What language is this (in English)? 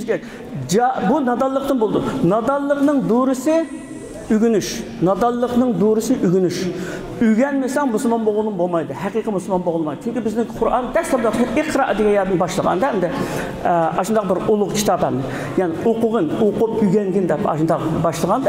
Uyghur